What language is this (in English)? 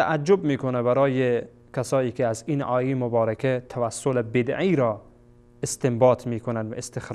Persian